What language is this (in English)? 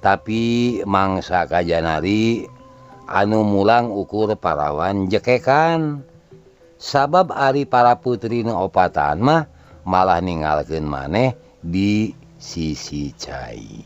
Sundanese